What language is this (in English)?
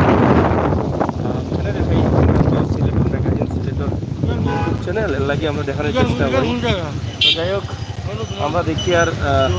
Sylheti